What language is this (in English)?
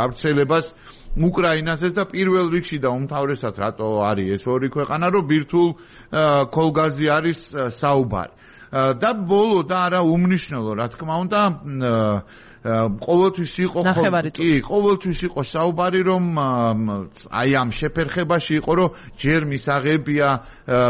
Georgian